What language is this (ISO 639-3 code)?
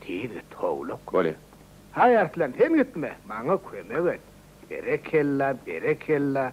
tuk